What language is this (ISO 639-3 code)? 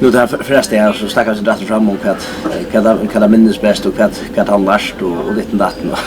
fao